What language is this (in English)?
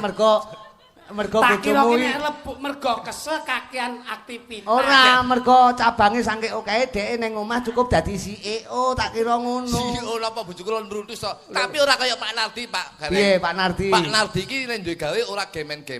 Javanese